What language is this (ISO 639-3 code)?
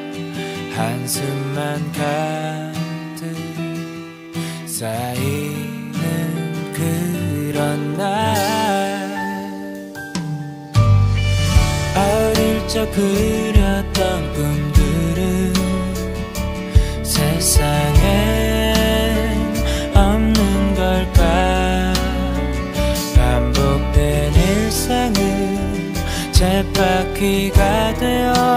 kor